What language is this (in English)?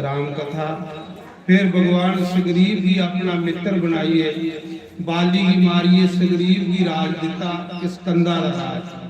Dogri